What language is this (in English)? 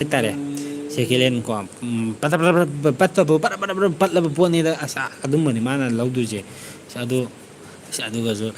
Manipuri